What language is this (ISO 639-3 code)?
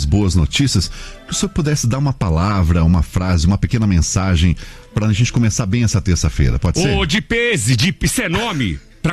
por